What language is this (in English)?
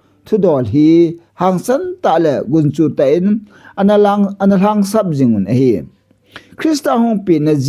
Thado Chin